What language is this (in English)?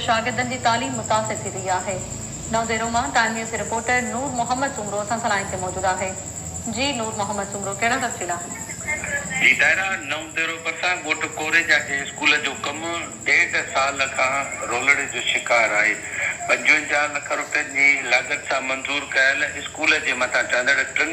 Sindhi